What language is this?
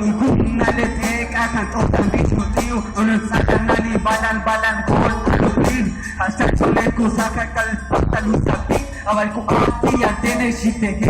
Huastec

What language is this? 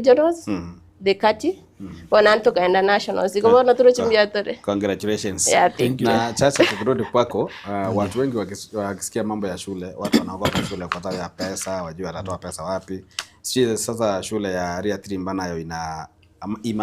Gusii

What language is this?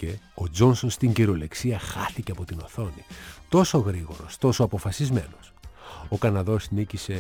Greek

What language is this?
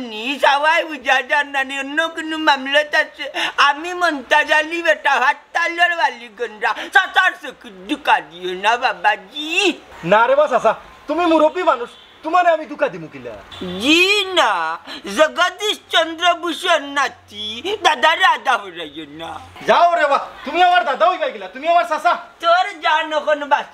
Sylheti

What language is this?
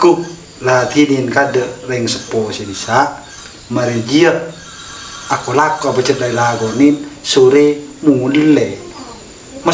Madurese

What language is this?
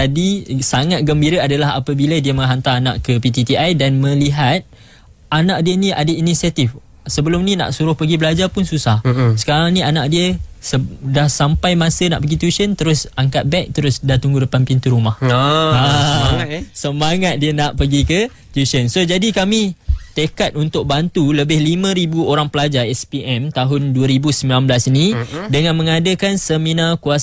Malay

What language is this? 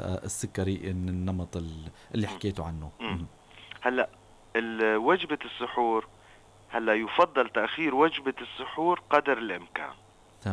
North Levantine Arabic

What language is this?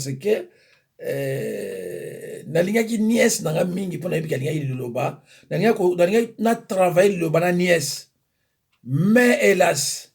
Lingala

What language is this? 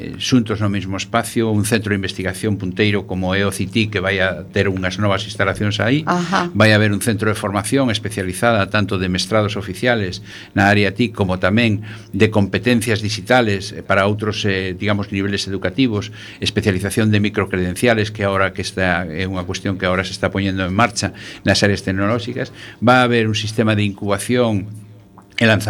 Galician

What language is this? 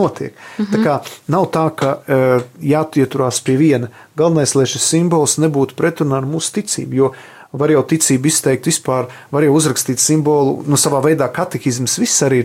Latvian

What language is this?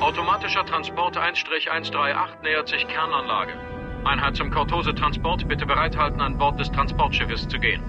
Bavarian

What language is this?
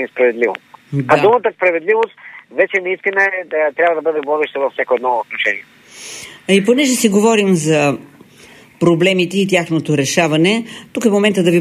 Bulgarian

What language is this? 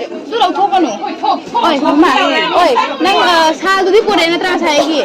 Manipuri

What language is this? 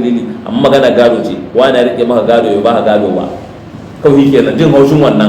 Hausa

